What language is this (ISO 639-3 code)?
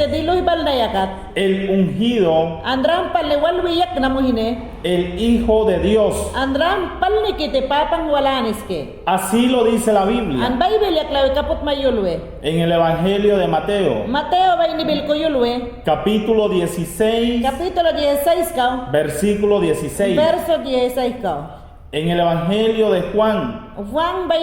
yan